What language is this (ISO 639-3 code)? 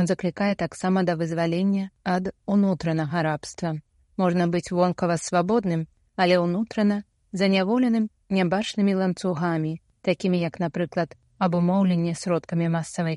bel